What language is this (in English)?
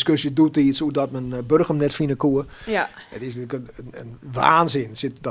Western Frisian